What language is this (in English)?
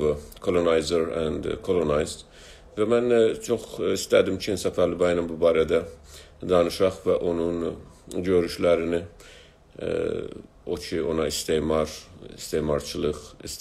South Azerbaijani